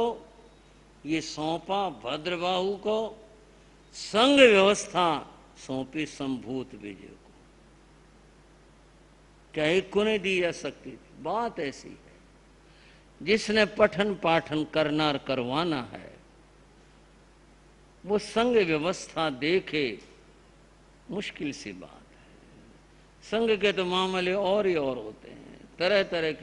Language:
Hindi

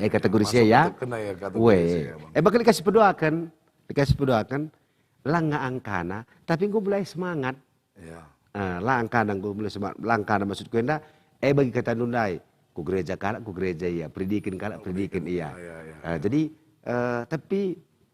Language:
Batak Karo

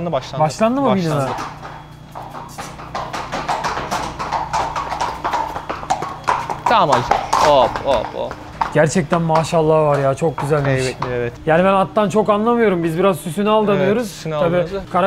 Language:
Turkish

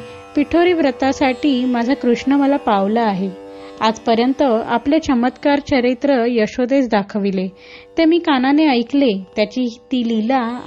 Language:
Marathi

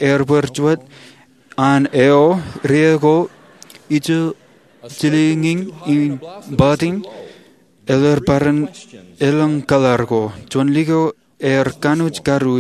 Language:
Marshallese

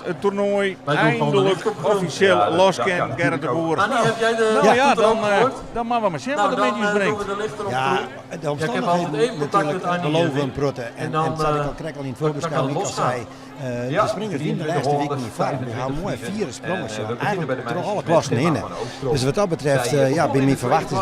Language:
Western Frisian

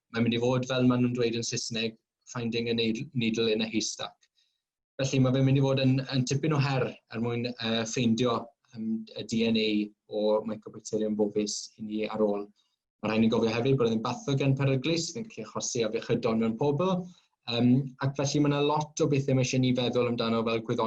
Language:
Welsh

